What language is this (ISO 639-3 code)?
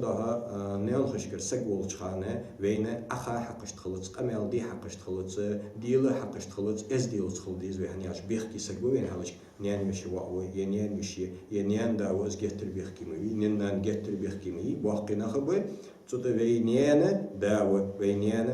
inh